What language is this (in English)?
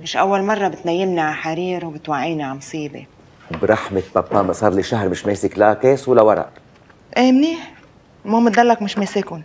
North Levantine Arabic